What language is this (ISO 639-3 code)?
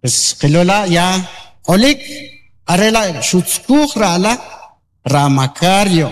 quc